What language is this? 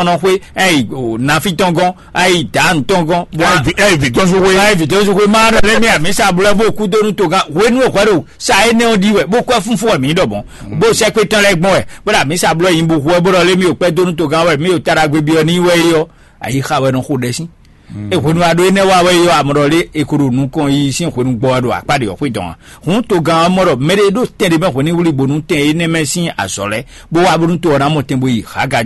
Fon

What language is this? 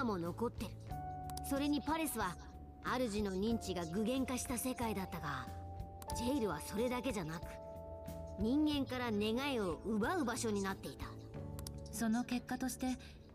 Japanese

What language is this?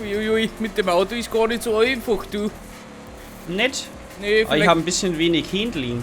Bavarian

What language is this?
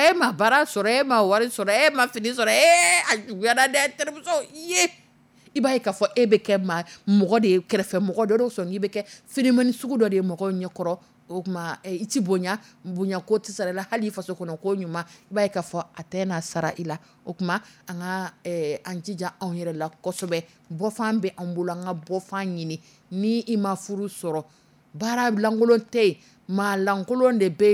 Dyula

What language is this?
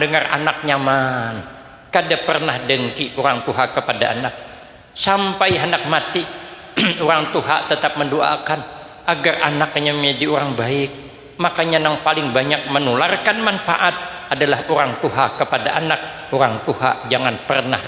Banjar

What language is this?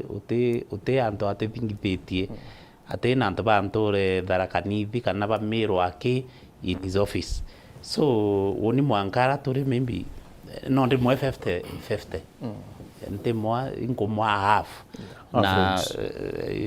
Meru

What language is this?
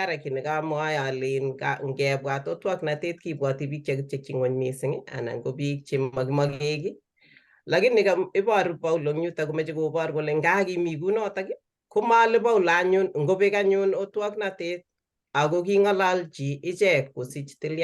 Kalenjin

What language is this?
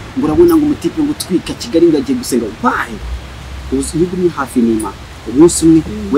Kinyarwanda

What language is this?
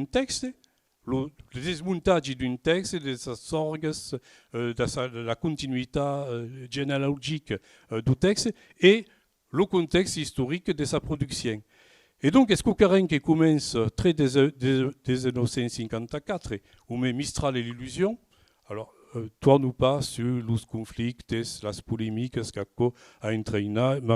Occitan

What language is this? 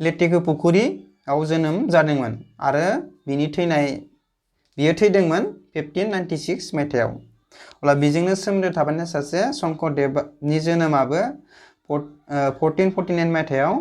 Bodo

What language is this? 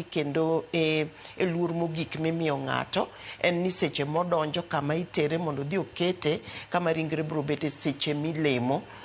Luo (Kenya and Tanzania)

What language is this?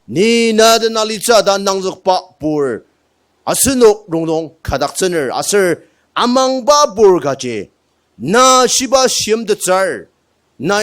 Ao Naga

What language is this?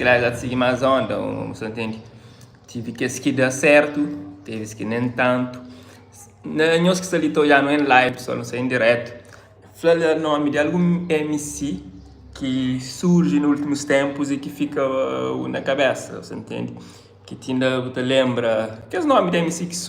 Kabuverdianu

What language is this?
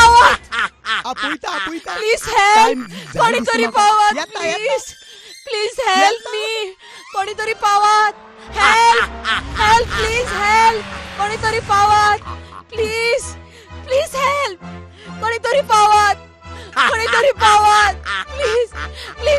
Konkani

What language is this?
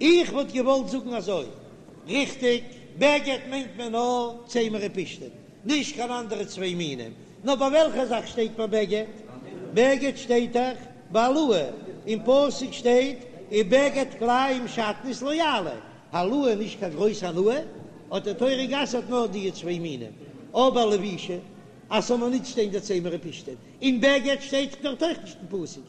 Yiddish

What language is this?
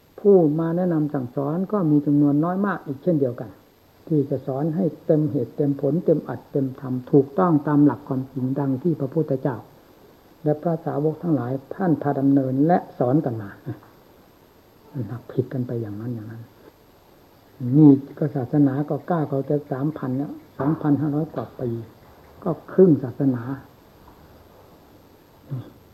Thai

